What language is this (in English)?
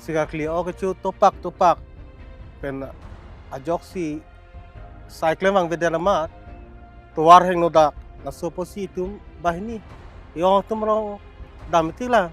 Karbi